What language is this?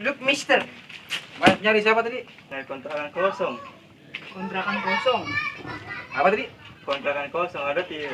Betawi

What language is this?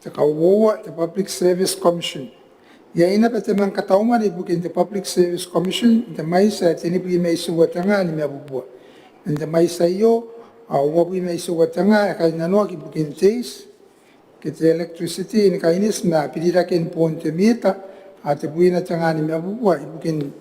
Gilbertese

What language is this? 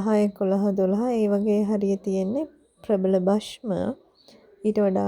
Sinhala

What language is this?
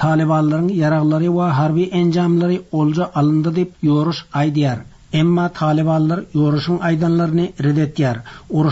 Turkmen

